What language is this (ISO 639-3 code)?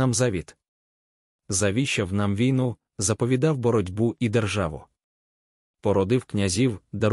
ukr